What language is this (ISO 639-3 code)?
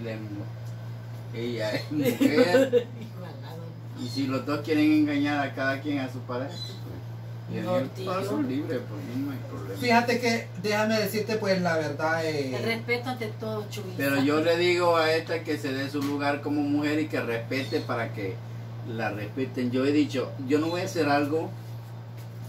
spa